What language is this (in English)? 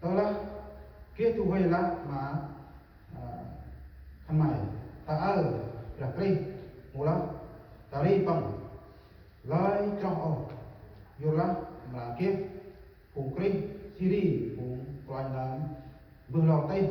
Central Mnong